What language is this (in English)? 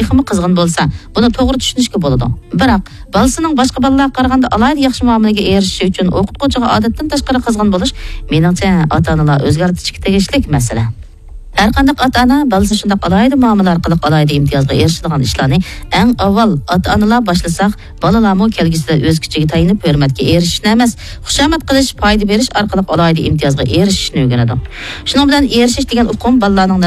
Uyghur